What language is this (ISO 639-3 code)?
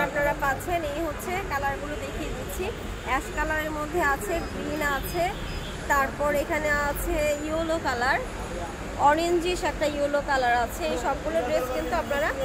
ben